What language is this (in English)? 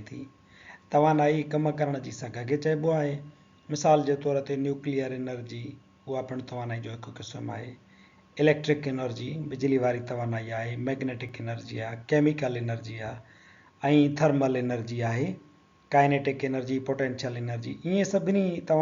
Sindhi